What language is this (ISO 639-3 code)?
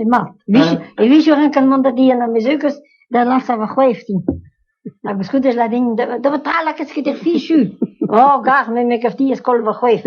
bre